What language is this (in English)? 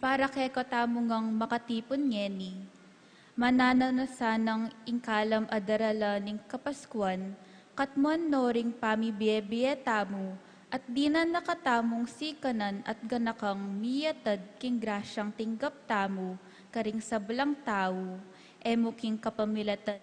Pampanga